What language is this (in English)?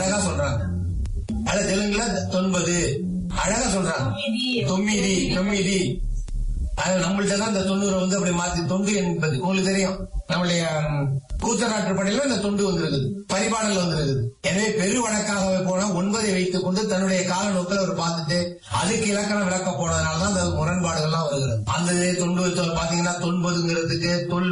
Tamil